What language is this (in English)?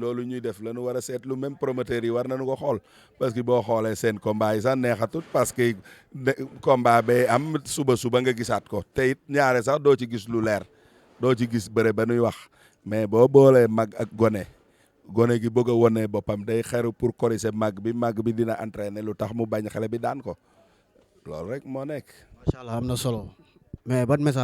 Wolof